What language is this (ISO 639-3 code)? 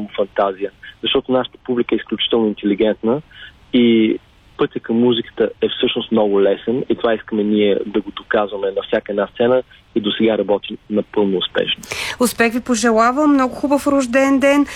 bul